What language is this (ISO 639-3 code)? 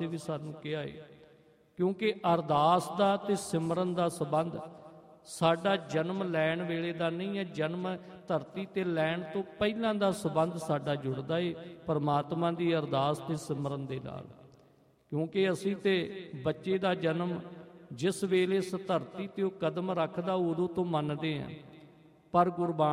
pan